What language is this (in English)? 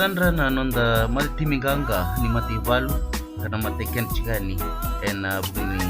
Fijian